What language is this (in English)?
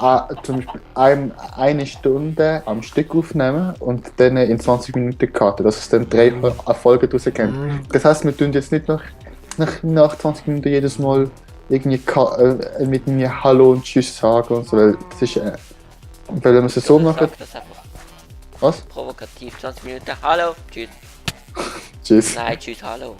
Swiss German